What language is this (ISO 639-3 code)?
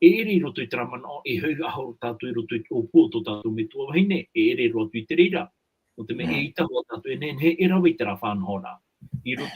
tah